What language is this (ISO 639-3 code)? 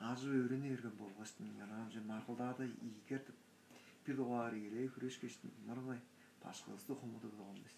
tyv